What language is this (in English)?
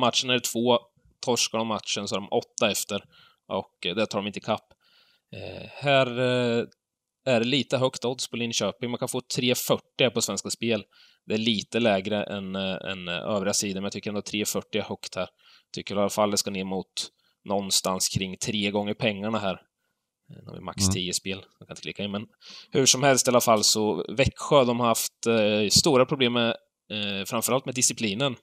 Swedish